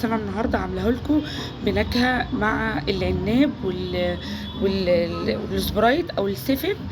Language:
Egyptian Arabic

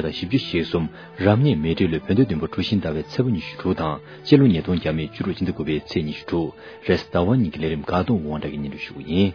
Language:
Tibetan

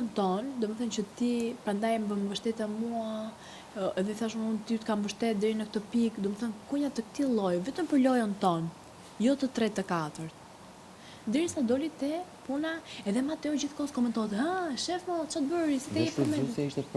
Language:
Albanian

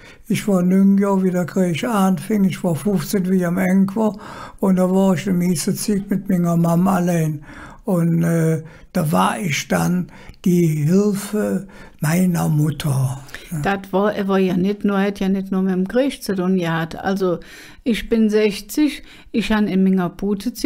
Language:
Colognian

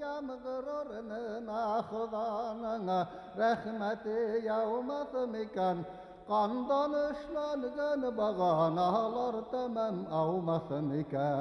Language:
Bashkir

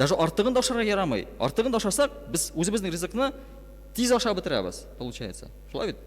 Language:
Tatar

